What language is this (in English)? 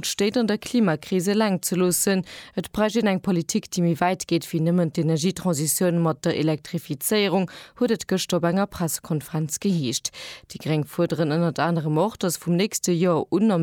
Luxembourgish